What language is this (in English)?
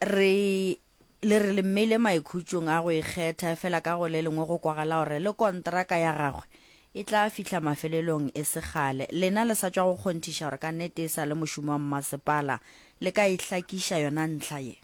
Northern Sotho